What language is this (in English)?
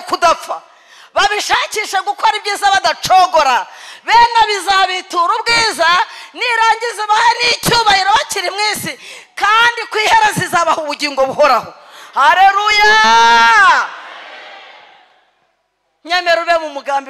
Kinyarwanda